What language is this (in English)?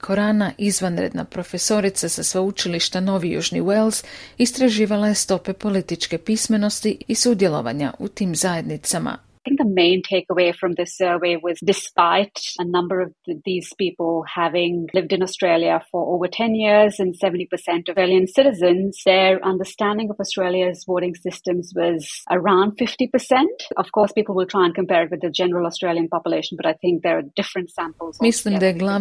Croatian